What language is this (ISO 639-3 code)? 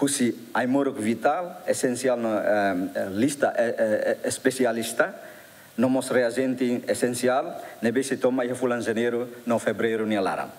tet